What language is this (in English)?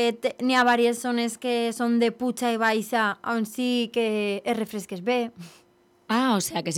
Catalan